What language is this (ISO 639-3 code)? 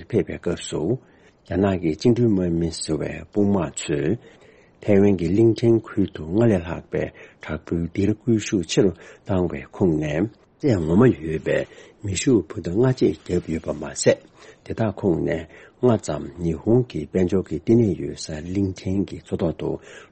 bod